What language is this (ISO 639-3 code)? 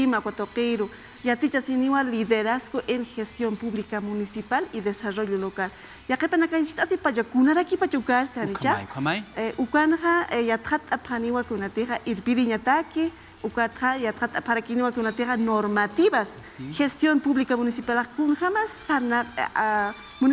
aym